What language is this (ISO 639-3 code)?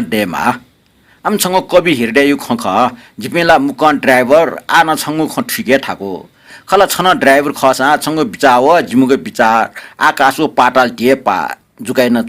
new